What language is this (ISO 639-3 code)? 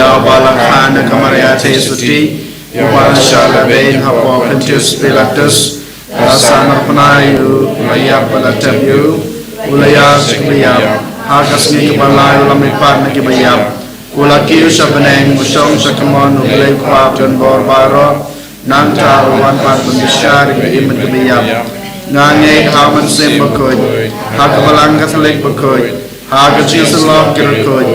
kha